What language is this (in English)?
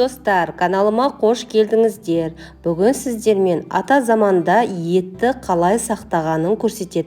Kazakh